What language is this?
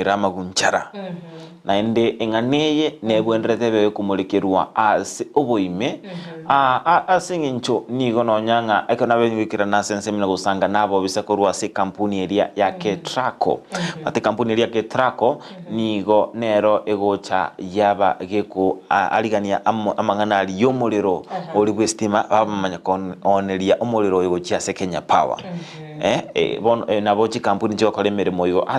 Gusii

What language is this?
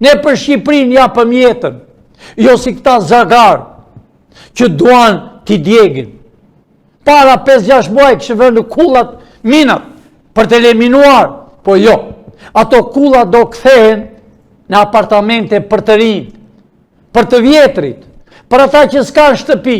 Albanian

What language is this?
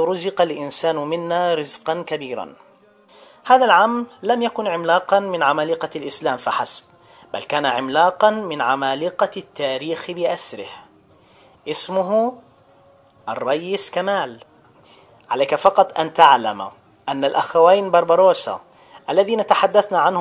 Arabic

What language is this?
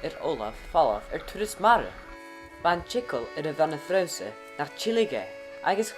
Scottish Gaelic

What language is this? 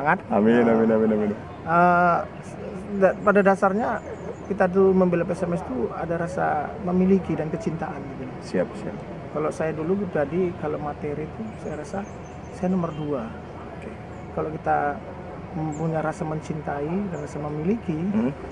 Indonesian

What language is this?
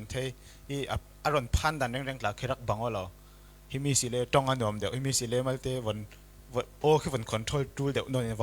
Falam Chin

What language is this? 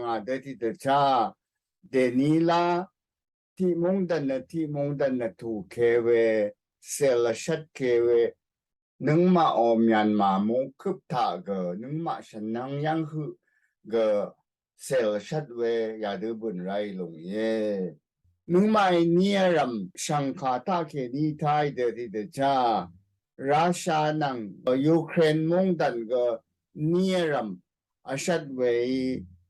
Rawang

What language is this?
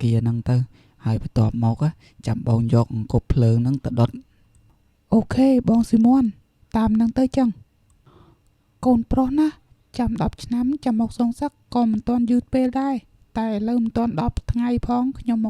Khmer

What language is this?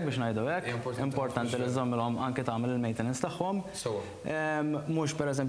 Maltese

